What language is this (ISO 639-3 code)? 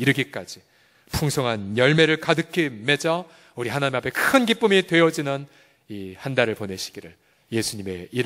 kor